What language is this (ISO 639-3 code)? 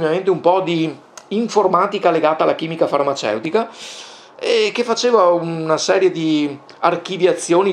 ita